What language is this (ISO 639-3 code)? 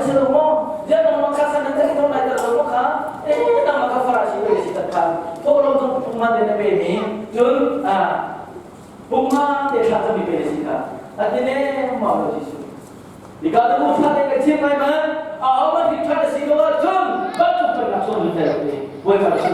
cnh